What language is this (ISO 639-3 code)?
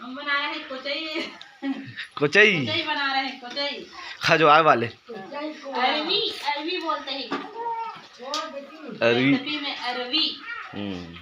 hne